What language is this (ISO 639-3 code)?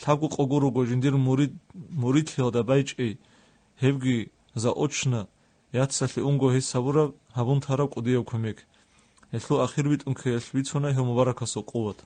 ava